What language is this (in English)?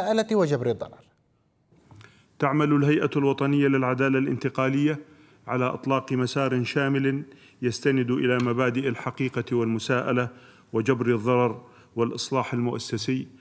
Arabic